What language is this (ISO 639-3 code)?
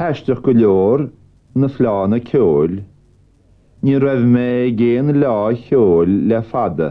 gle